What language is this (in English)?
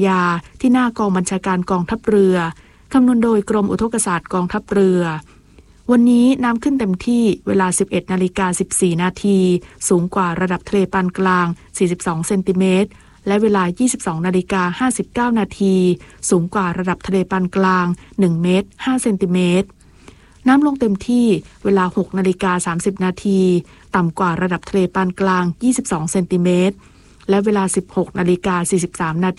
Thai